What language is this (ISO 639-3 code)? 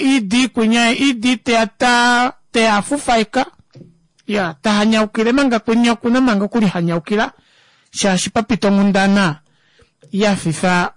kua